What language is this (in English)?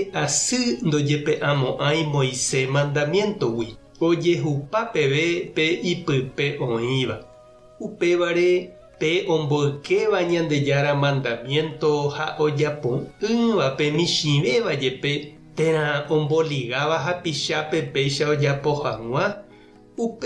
Guarani